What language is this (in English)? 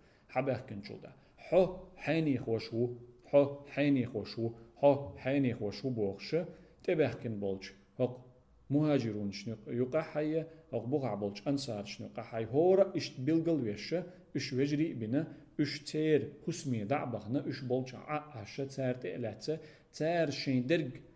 Chechen